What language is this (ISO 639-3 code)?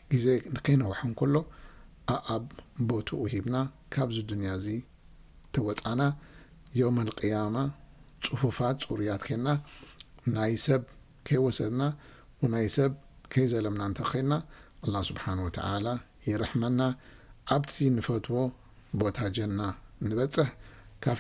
tir